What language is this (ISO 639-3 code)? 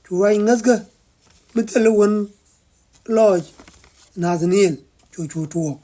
nus